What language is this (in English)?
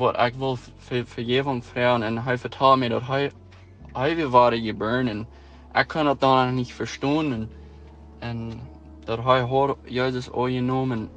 Plautdietsch